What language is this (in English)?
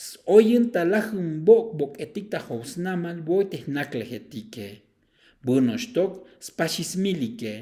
Tzeltal